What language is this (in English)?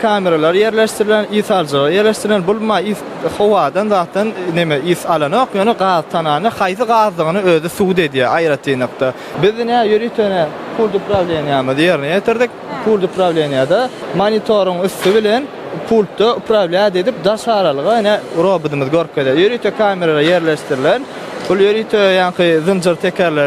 Turkmen